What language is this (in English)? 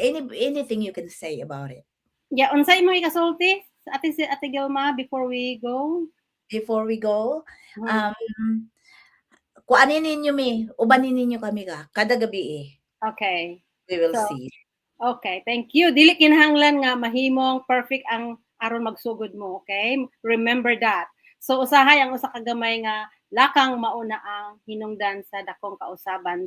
Cebuano